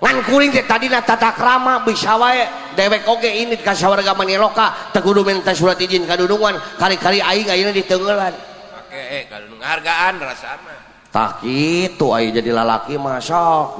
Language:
Sundanese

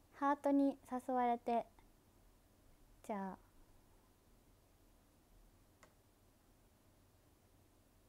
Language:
Japanese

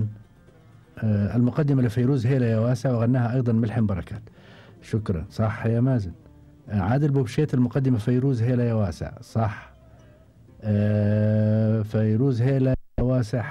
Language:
Gulf Arabic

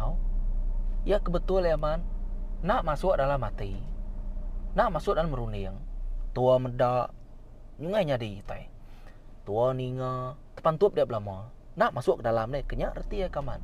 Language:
Iban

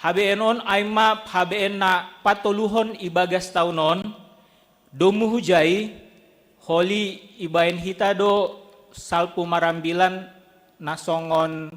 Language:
Batak Simalungun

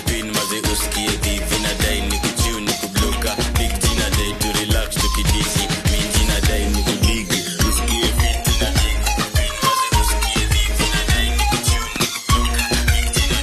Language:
Swahili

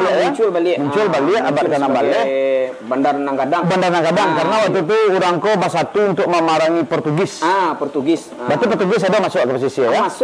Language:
Minangkabau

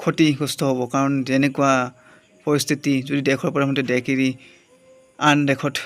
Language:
Assamese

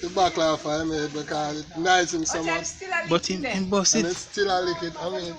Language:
Jamaican Creole English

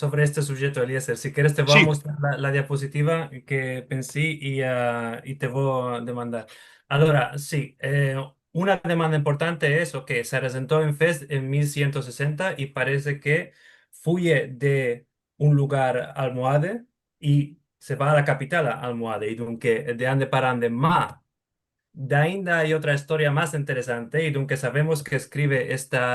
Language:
Ladino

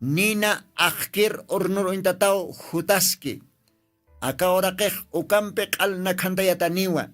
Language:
Aymara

